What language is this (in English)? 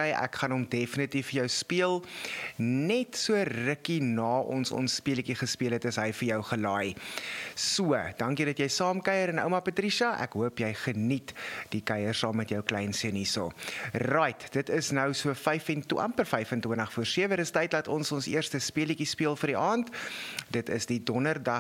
Afrikaans